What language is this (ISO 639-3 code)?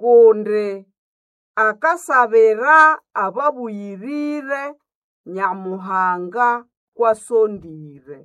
nnb